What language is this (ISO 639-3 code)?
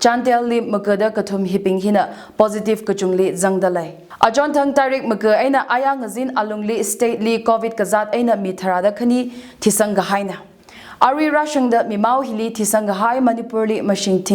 nmf